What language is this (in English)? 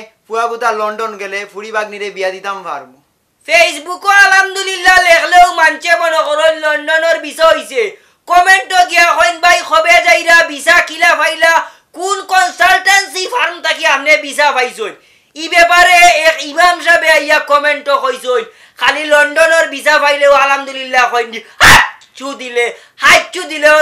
Sylheti